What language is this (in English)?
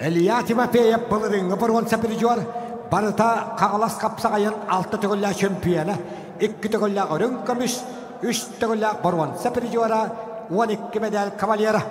Yakut